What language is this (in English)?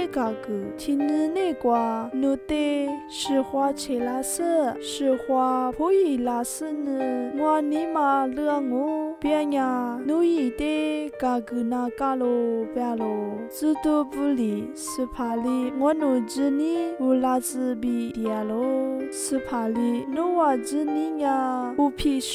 Lisu